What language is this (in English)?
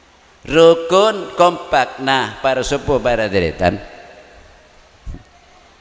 Madurese